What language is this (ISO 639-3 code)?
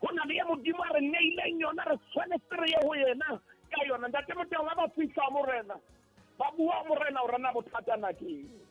sot